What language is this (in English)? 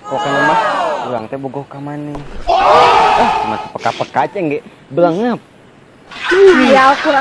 Sundanese